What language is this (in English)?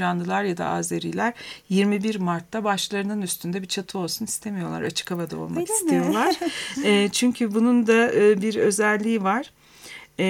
Turkish